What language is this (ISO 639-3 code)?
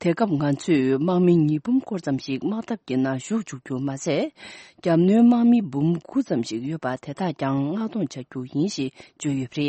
bod